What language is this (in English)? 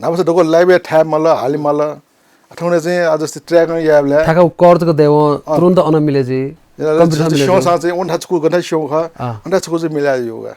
Newari